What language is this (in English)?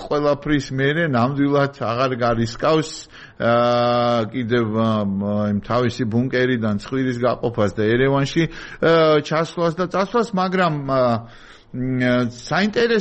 Georgian